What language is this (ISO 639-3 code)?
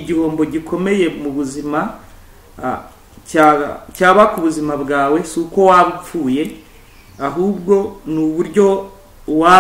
kin